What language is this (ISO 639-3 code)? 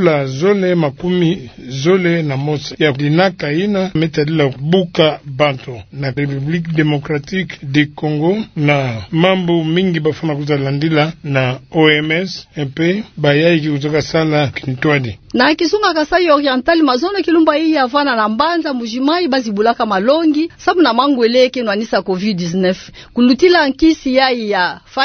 ktu